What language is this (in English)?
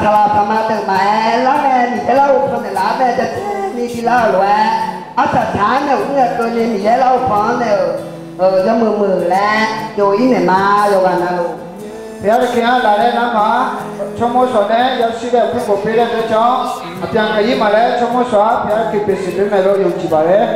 Akha